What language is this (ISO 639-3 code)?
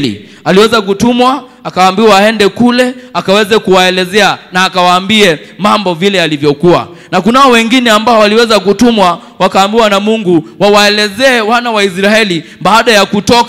swa